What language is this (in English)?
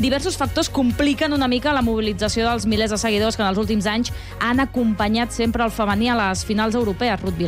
Catalan